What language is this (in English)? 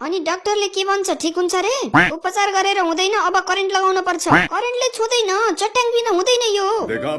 Nepali